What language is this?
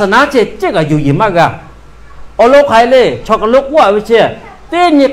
Lahu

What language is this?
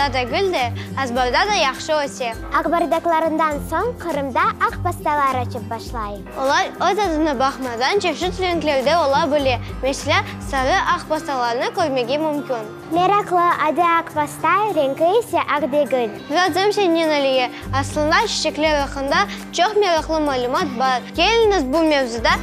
Crimean Tatar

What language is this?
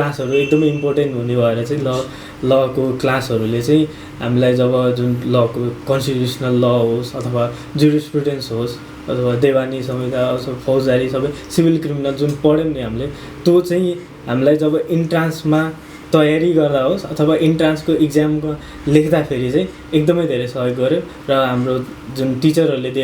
Nepali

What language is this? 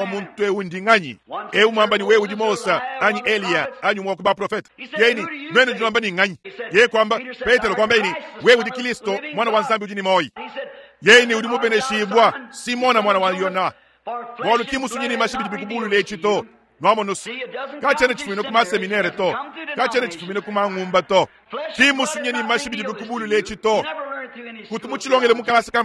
Luba-Lulua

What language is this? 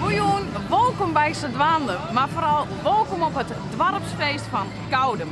Western Frisian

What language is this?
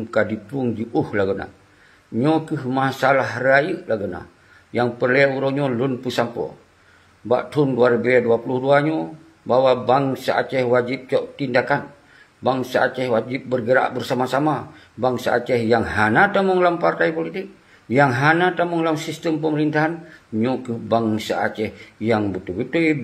Achinese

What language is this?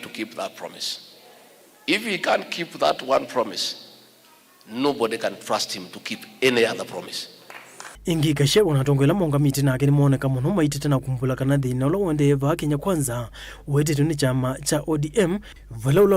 Kamba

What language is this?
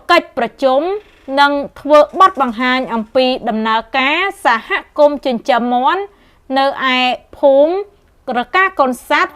Khmer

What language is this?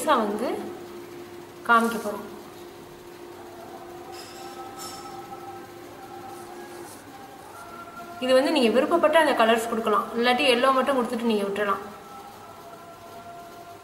Tamil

